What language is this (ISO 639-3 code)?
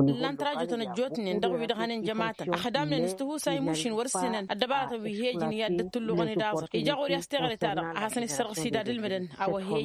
taq